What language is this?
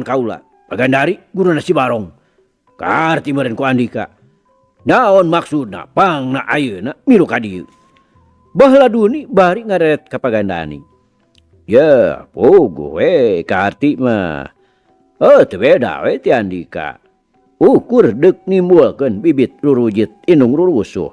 Sundanese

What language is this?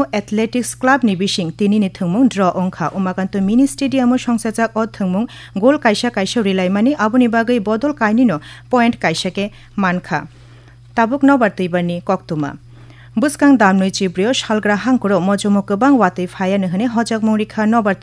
Kok Borok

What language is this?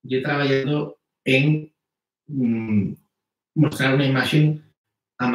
Asturian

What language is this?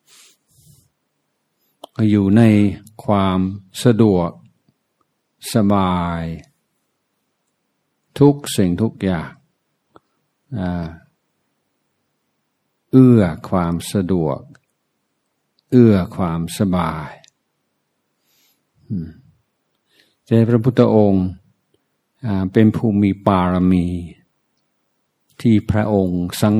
Thai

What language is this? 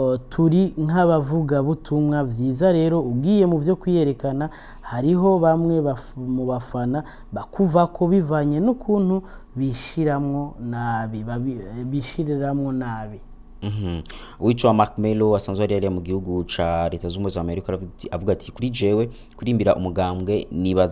Rundi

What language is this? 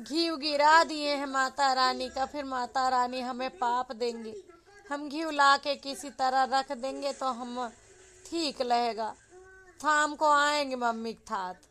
Awadhi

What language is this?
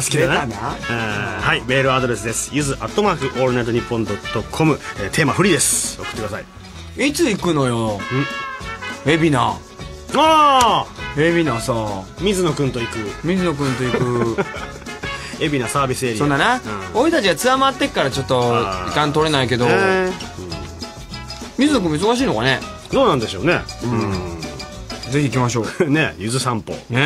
Japanese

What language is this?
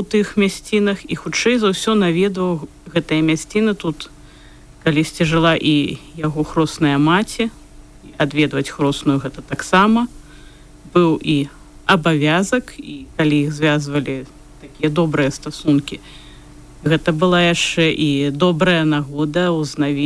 Belarusian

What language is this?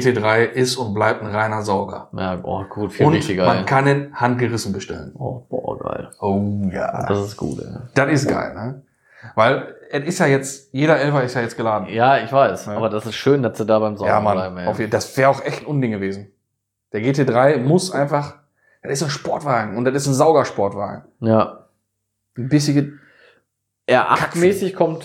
German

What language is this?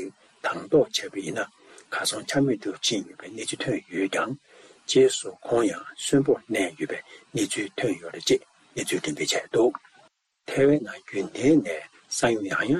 Tibetan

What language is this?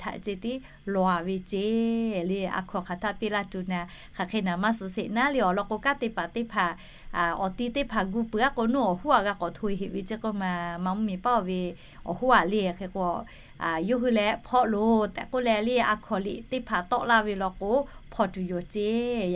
Lahu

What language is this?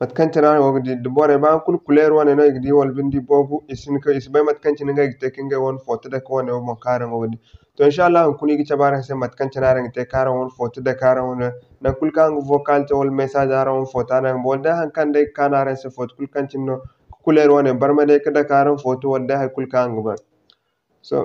Zarma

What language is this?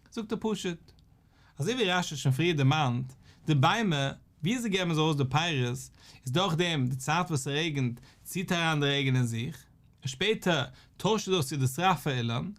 Yiddish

